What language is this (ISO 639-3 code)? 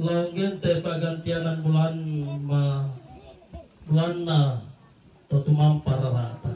sda